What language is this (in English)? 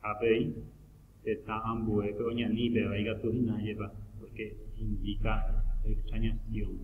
Guarani